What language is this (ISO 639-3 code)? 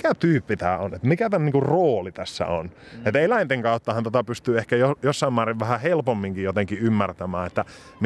fin